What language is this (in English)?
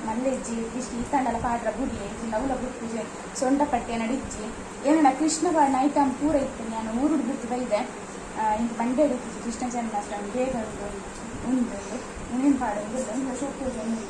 Tulu